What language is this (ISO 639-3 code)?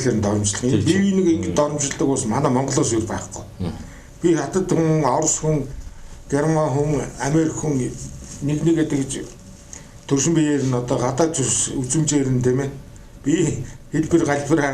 mon